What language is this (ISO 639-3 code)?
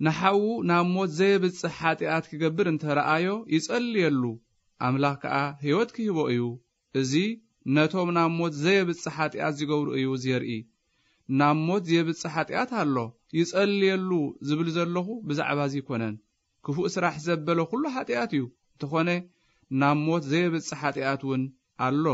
tir